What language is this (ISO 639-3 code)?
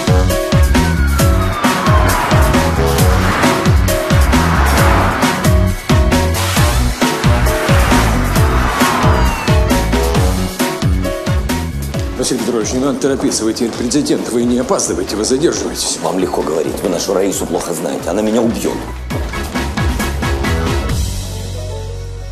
rus